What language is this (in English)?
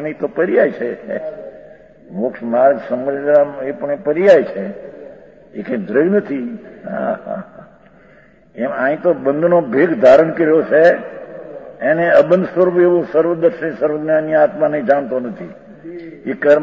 Gujarati